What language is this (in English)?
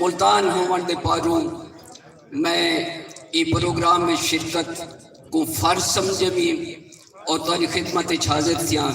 Saraiki